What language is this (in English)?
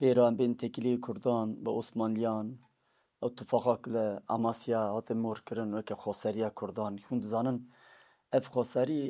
Kurdish